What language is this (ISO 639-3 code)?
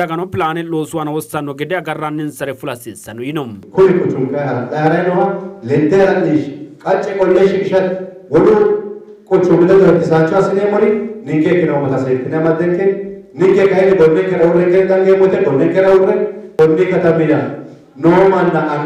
sid